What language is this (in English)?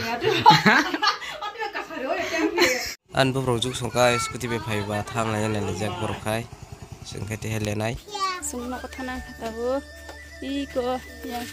Kok Borok